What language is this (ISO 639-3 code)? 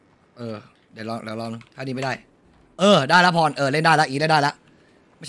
tha